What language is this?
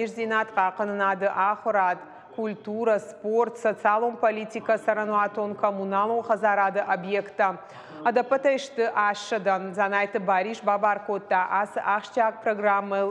Ossetic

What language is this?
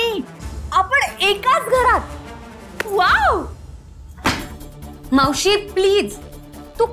Marathi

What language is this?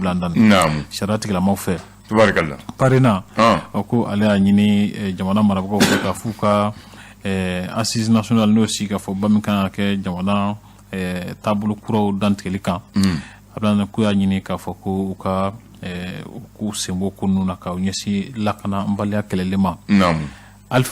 Bambara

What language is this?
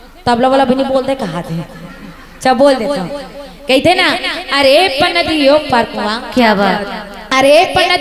Chhattisgarhi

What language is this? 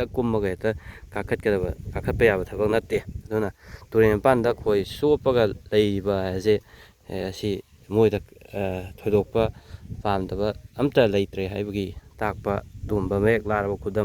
Manipuri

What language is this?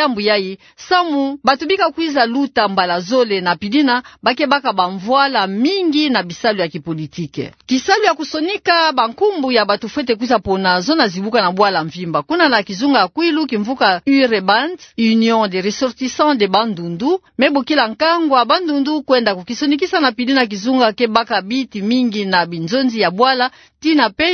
Kituba (Democratic Republic of Congo)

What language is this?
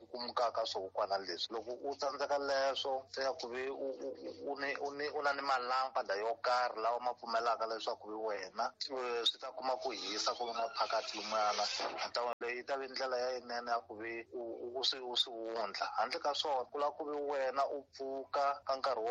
Tsonga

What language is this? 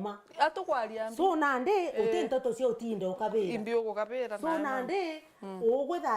Meru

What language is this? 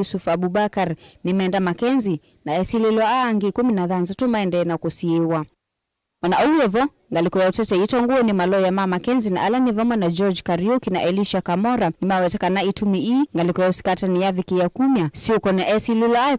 Kamba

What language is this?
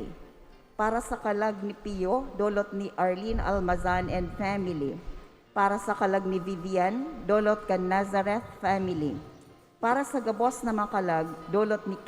Bikol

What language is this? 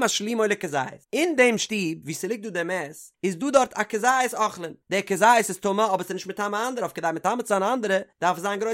Yiddish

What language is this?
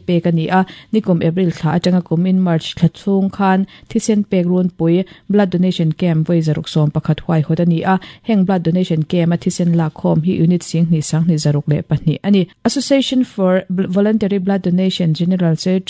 Mizo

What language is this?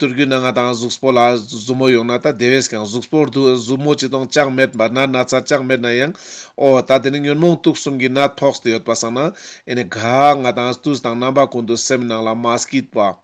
Ladakhi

